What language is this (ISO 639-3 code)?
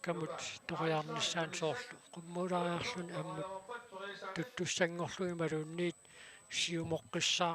kal